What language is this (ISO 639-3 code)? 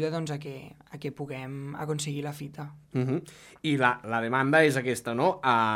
cat